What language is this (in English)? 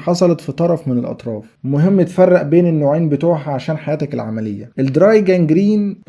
Egyptian Arabic